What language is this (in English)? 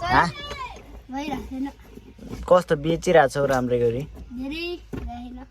Nepali